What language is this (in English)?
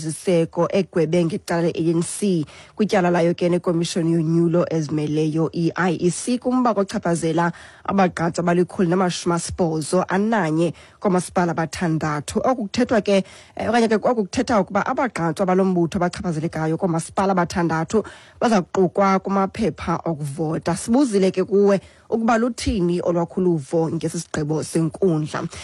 Xhosa